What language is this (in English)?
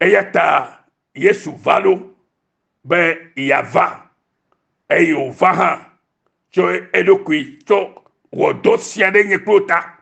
Ewe